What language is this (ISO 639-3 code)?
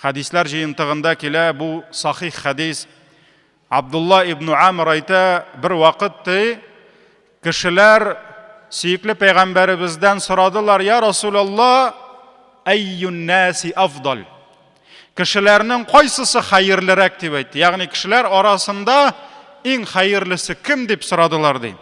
tat